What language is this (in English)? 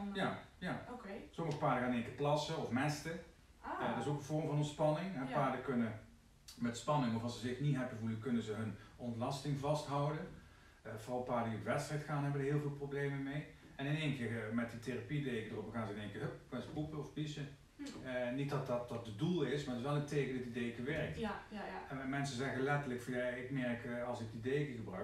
Dutch